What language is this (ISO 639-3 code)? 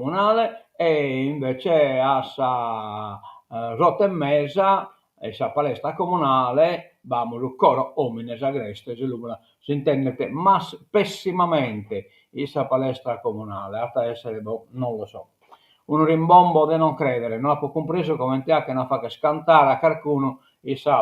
srd